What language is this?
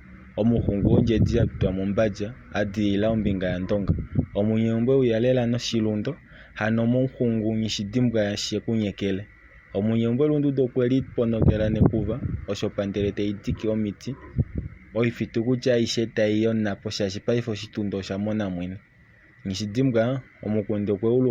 Kuanyama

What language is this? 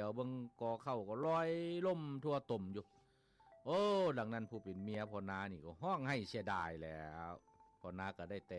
Lao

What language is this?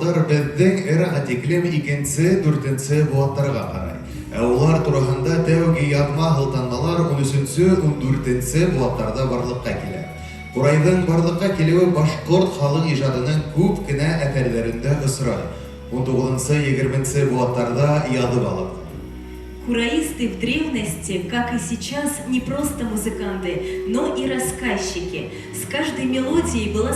Bashkir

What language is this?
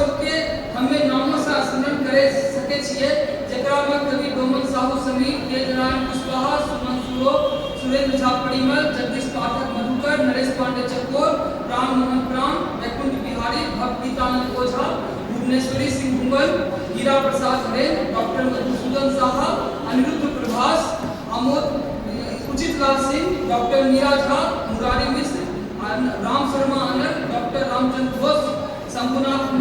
Angika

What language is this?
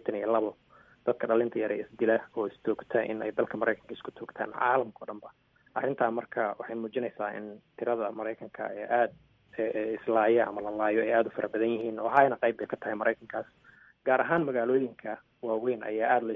Somali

